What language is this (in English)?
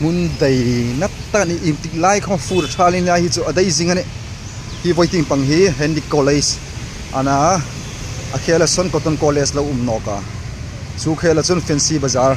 Hmar